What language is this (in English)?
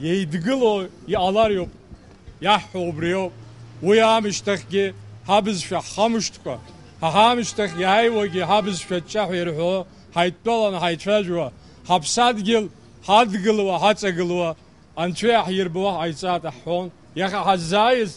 Abkhazian